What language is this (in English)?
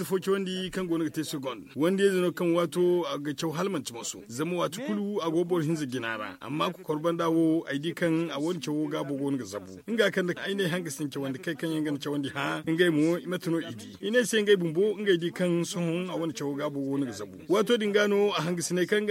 Zarma